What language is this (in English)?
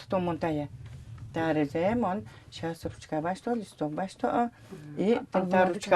Udmurt